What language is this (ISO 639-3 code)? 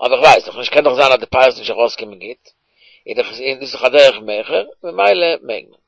yid